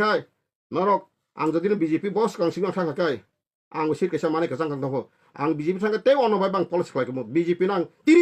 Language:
Kok Borok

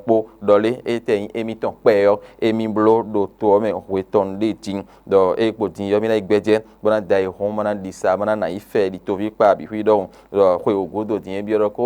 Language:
Fon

